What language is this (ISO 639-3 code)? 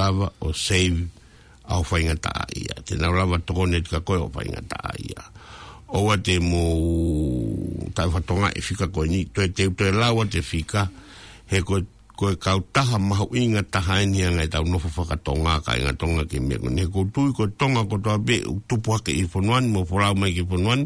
ton